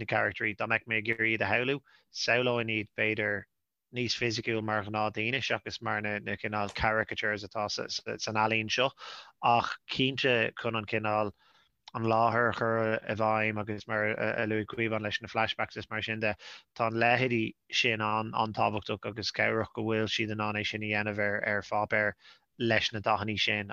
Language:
Irish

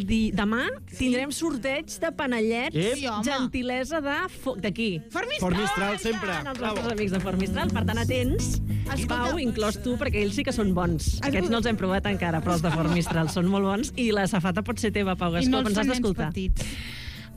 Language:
Catalan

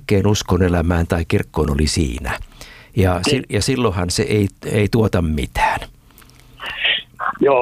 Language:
Finnish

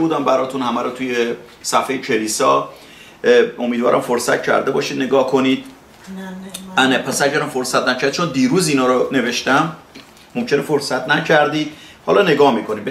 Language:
Persian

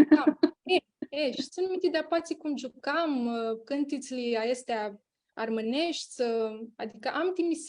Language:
Aromanian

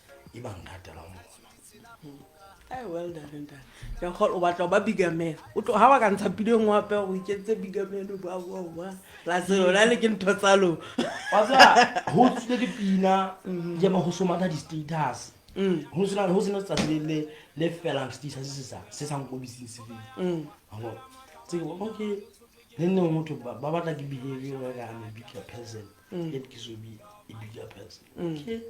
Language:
Southern Sotho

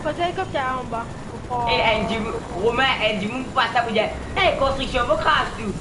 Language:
Morisyen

